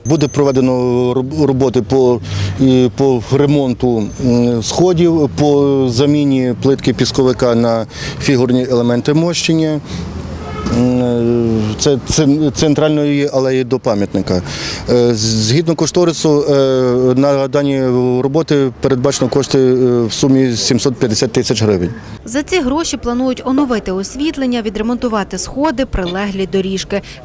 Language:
Ukrainian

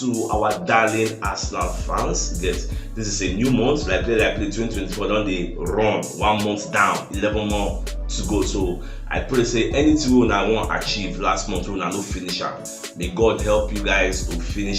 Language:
Nigerian Pidgin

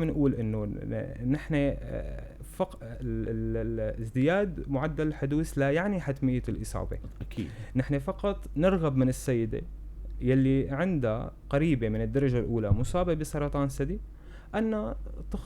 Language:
North Levantine Arabic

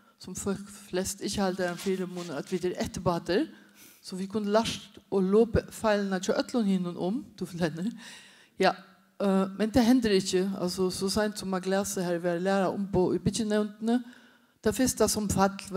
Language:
Faroese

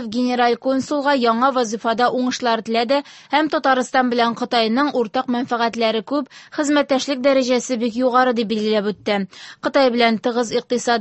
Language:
Tatar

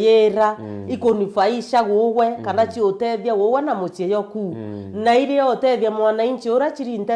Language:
Meru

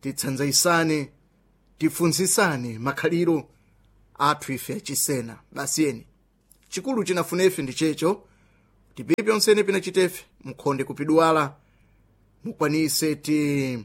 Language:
Sena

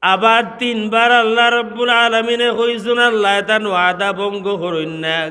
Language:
Sylheti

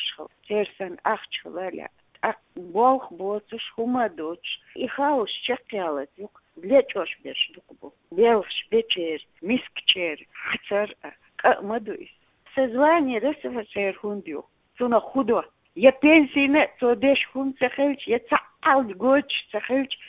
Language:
Chechen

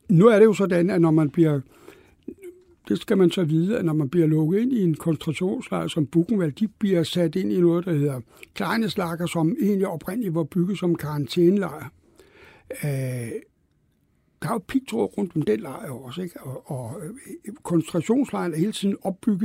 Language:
Danish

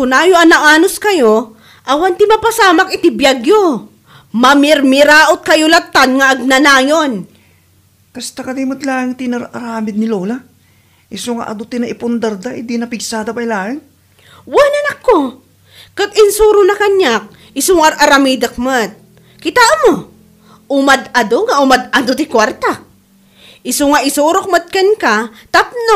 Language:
Iloko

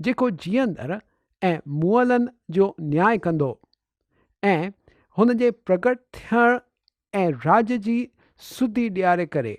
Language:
Sindhi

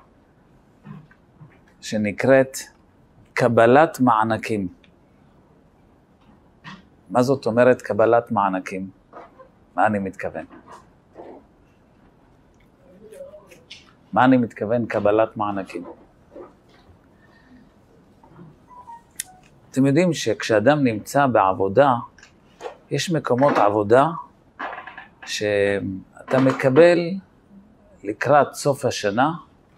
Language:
Hebrew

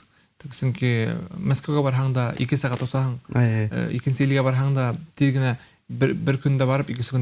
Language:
Bashkir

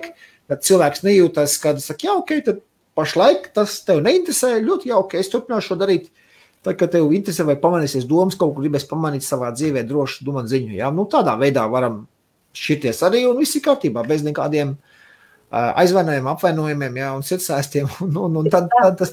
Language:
Latvian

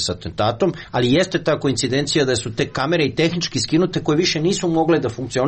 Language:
Serbian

